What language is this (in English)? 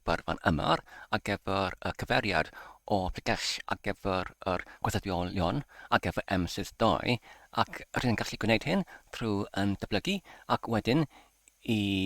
Welsh